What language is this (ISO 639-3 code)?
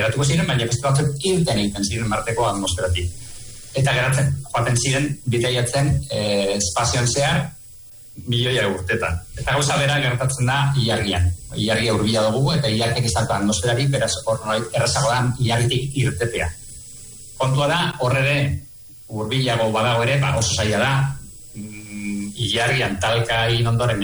eus